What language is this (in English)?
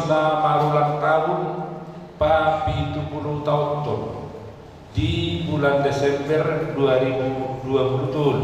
Batak Toba